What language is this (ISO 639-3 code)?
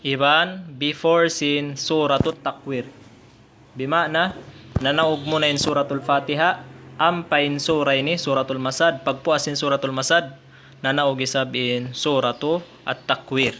tsg